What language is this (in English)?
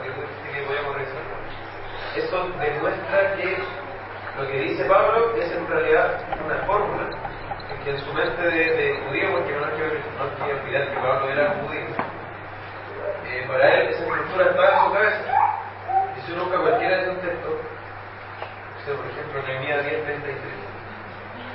Spanish